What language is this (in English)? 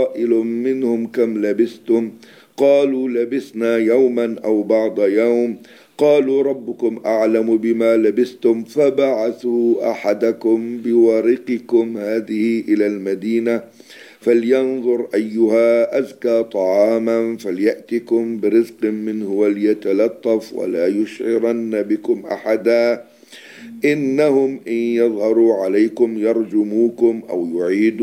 Arabic